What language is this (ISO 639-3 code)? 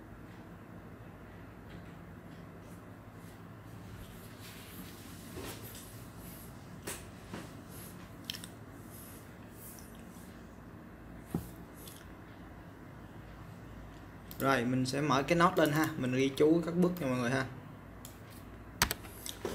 vie